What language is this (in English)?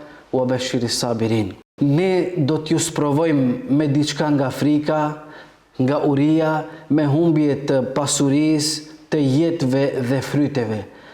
Albanian